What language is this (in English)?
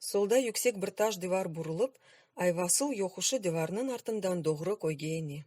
Crimean Tatar